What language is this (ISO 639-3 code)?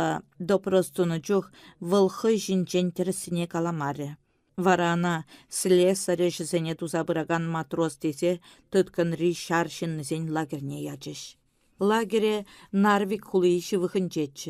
chv